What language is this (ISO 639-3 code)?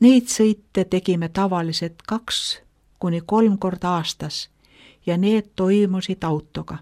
est